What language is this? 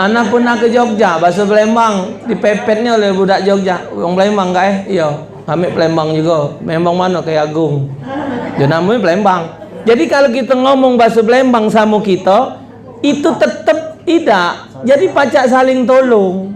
Musi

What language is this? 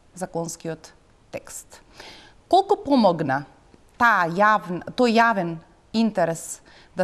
Macedonian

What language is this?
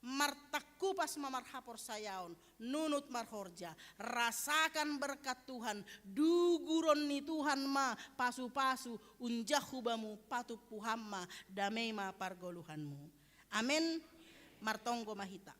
Batak Simalungun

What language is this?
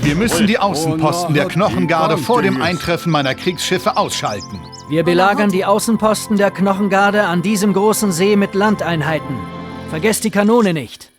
Bavarian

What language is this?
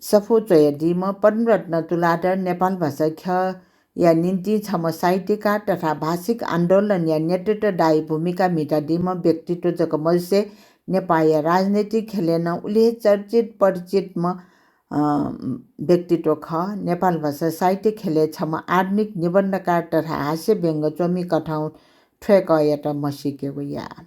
Newari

